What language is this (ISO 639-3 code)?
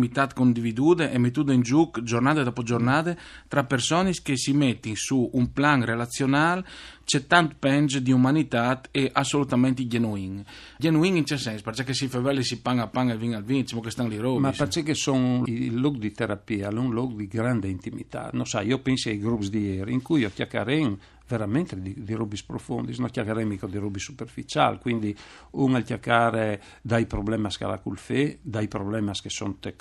fur